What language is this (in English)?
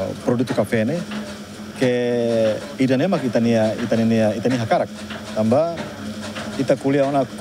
Tetum